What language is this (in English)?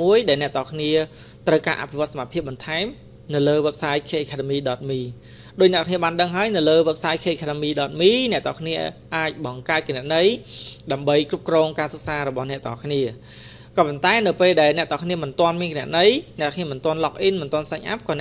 Khmer